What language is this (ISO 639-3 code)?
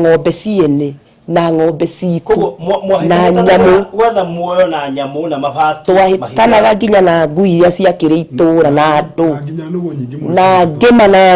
kik